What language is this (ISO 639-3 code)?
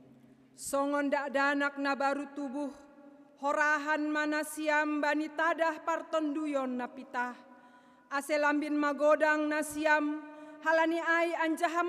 bts